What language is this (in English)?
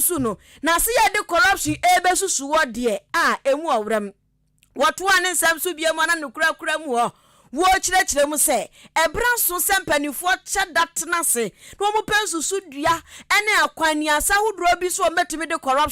Akan